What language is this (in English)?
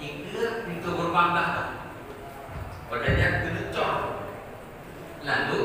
Achinese